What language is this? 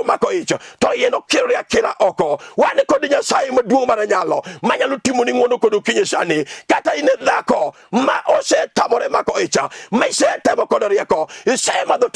Luo (Kenya and Tanzania)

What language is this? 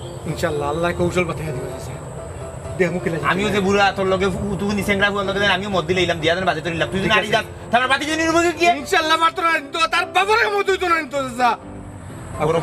Sylheti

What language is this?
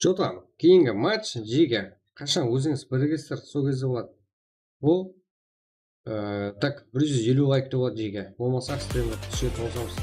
Kara-Kalpak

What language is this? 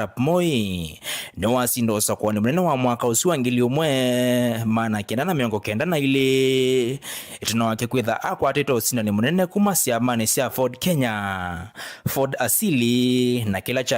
Kamba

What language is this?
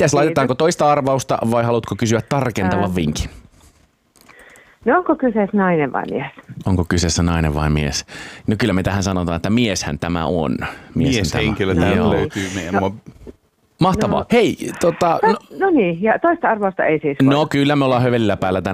Finnish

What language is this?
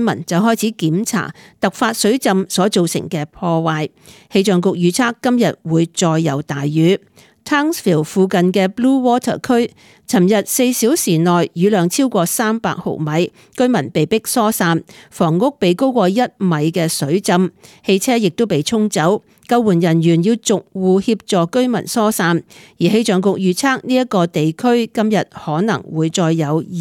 Cantonese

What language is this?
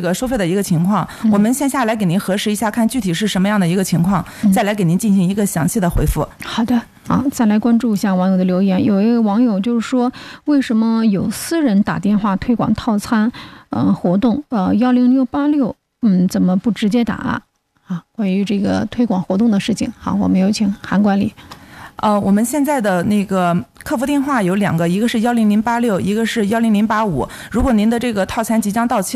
Chinese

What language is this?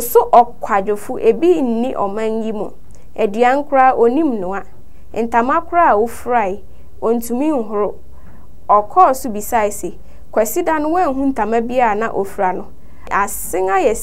Akan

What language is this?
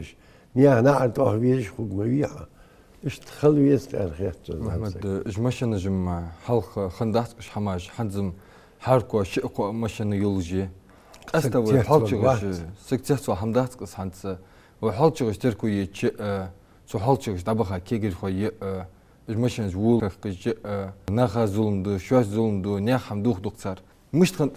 Ingush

